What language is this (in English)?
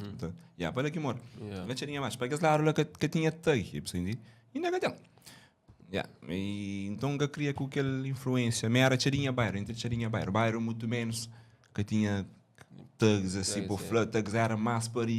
Kabuverdianu